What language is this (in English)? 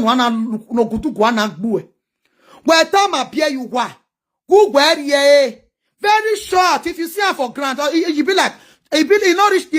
Nigerian Pidgin